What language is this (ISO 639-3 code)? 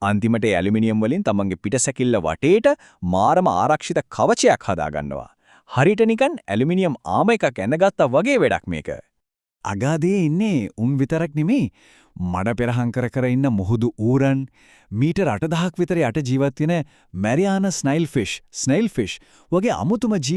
sin